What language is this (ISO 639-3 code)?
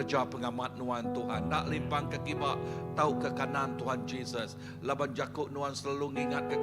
iba